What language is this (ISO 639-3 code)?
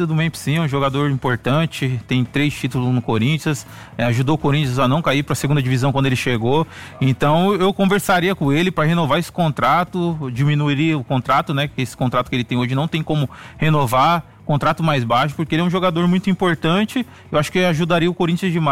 por